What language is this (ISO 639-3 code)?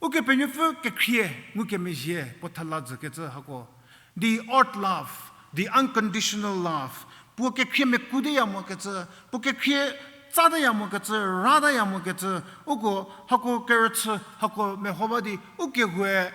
njm